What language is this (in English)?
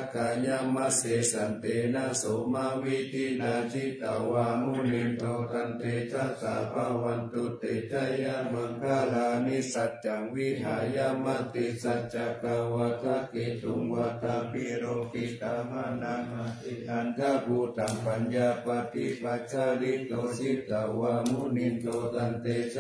Pali